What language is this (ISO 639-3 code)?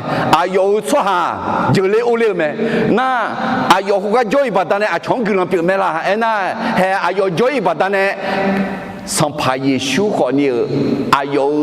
ahk